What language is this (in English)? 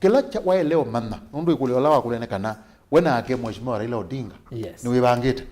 Kamba